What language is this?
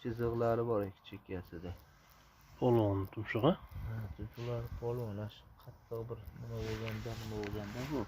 Uzbek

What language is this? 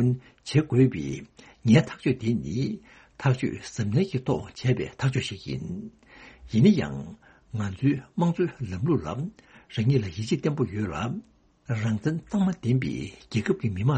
Tibetan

